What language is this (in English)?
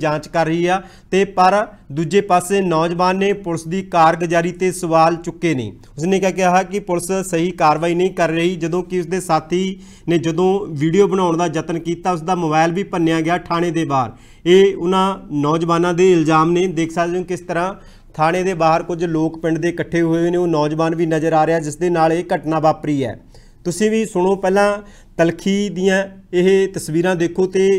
Punjabi